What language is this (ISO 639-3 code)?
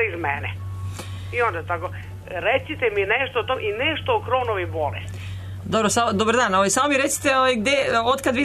srp